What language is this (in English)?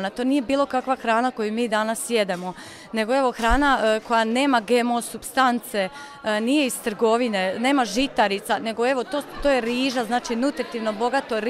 Croatian